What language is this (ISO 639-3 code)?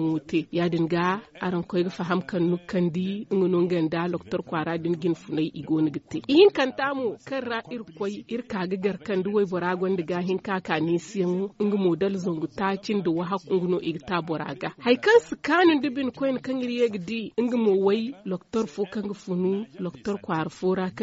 dje